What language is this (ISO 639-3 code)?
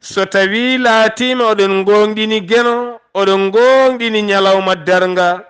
ful